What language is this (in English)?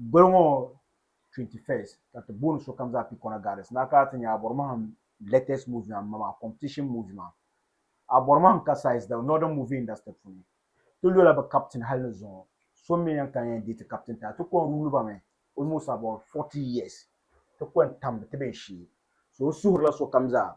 Dagbani